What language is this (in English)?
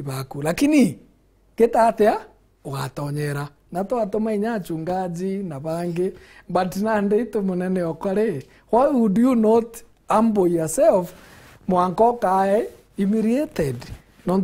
Meru